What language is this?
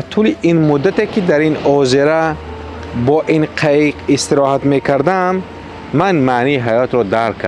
Tajik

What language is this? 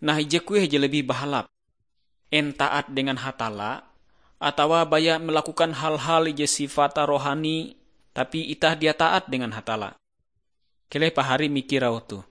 Ngaju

